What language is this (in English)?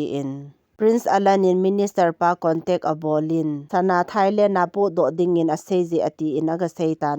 Thado Chin